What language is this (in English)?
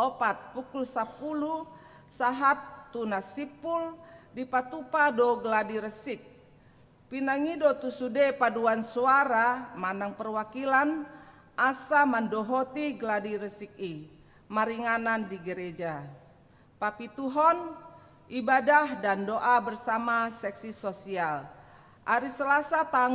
Batak Toba